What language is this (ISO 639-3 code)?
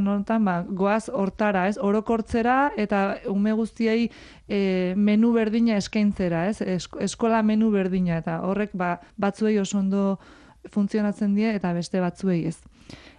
eus